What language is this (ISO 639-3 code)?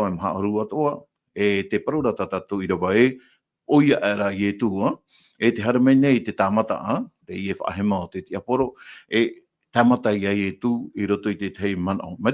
tah